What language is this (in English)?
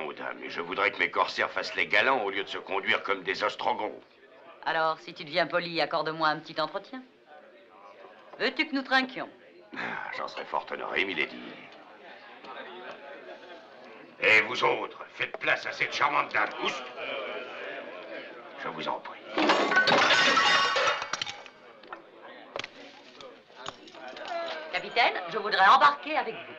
French